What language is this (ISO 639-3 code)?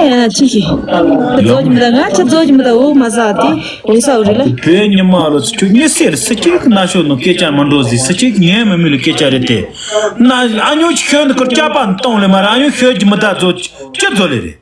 bod